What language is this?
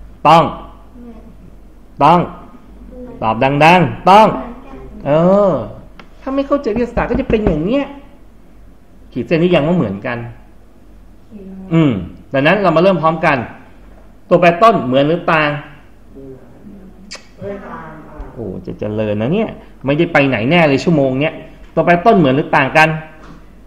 Thai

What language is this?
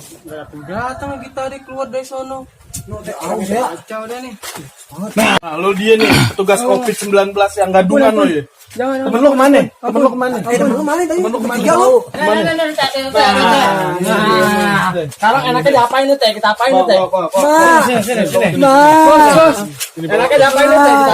Betawi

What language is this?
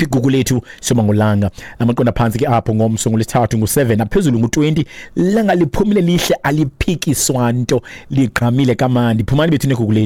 Xhosa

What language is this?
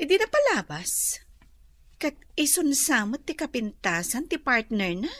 Iloko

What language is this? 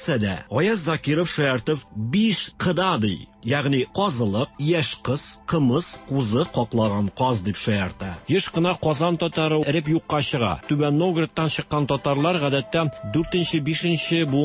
Tatar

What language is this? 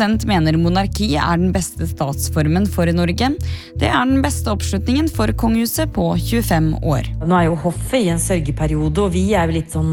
Norwegian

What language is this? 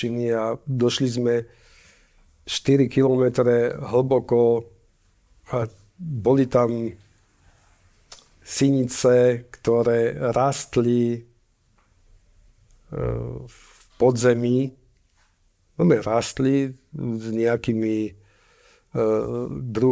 Slovak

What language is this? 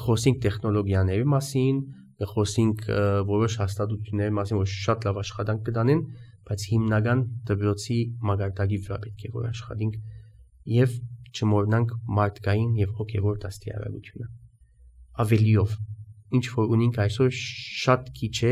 Armenian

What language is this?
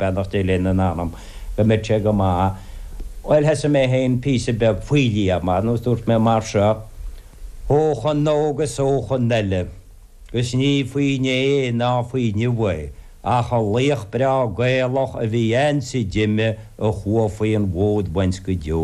Irish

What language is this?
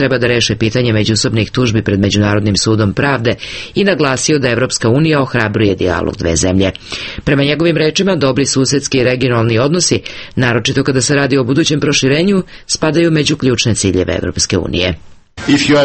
Serbian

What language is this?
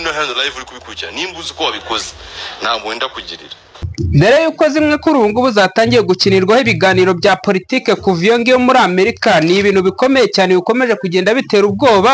Kinyarwanda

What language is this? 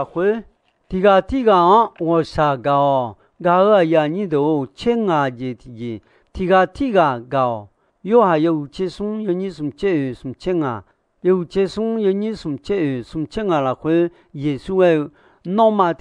Akha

